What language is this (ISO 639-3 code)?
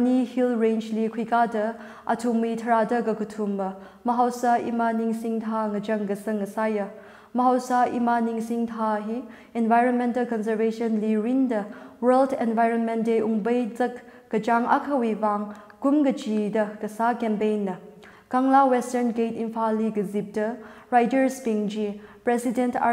nmf